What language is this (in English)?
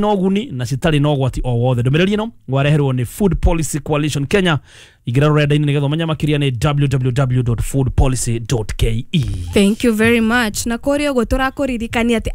Kikuyu